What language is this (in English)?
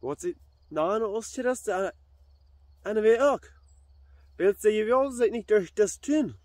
Plautdietsch